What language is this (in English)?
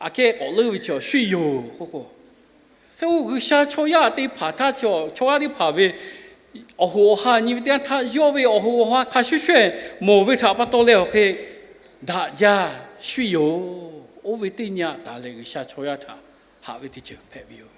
Lahu